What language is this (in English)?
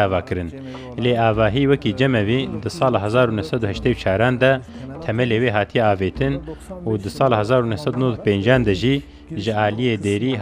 Kurdish